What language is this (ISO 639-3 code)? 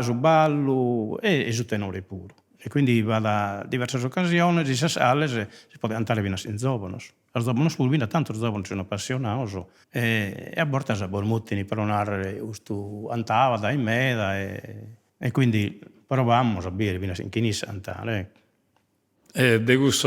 srd